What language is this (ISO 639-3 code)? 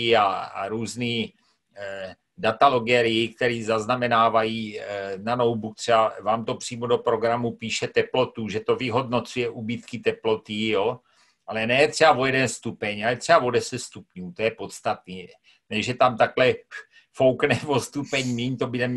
ces